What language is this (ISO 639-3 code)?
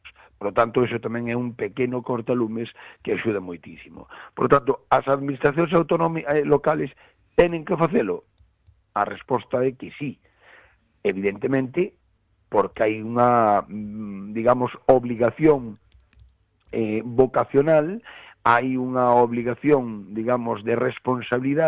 glg